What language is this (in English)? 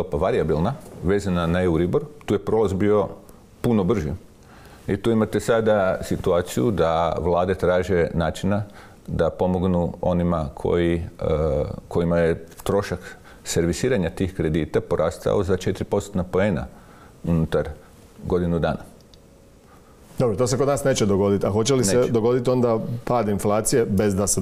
Croatian